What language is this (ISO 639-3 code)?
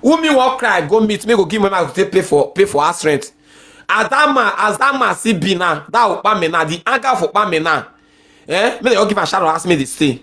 pcm